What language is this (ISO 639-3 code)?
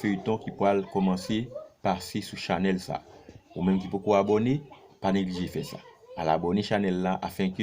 hat